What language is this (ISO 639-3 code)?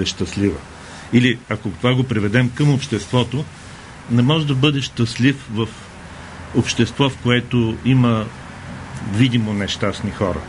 bul